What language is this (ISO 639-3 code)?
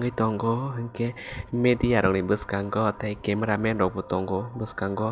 trp